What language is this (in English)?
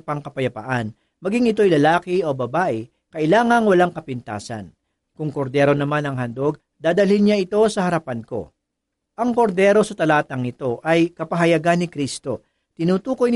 Filipino